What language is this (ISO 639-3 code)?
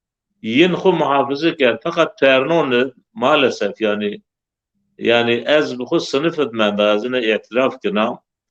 zza